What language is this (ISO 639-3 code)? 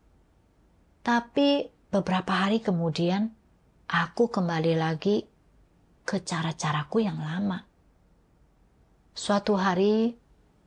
ind